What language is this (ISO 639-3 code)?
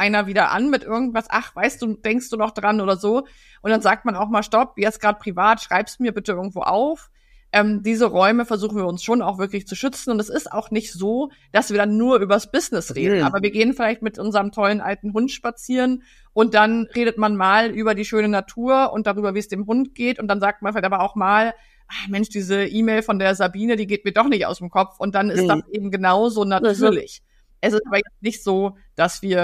deu